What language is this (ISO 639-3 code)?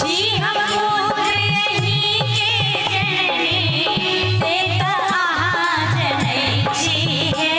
mai